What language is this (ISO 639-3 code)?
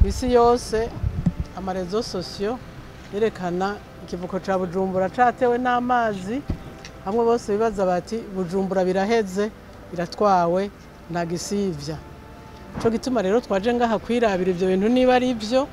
run